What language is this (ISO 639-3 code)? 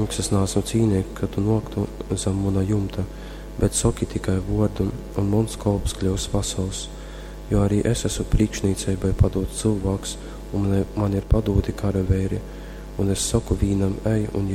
ltg